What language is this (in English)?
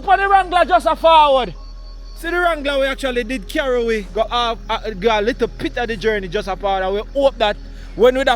Jamaican Creole English